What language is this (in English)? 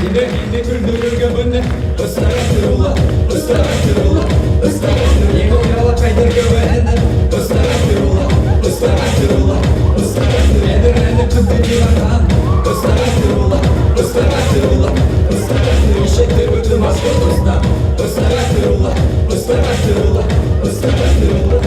Bashkir